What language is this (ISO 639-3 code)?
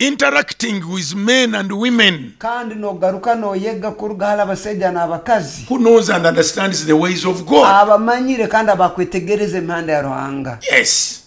nyo